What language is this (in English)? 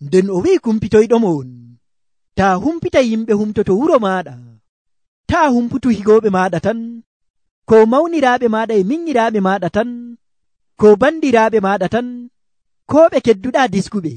Nigerian Fulfulde